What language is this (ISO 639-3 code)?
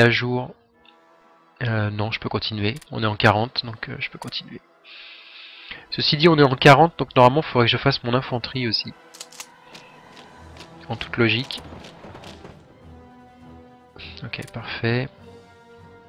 fra